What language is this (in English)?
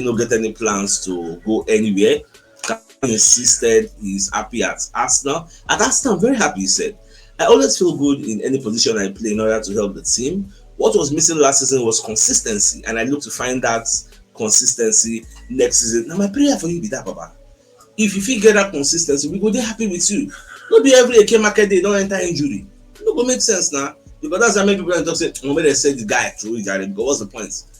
Nigerian Pidgin